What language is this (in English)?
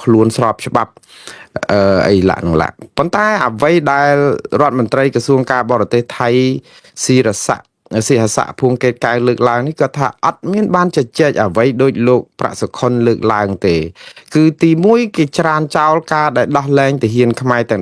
Khmer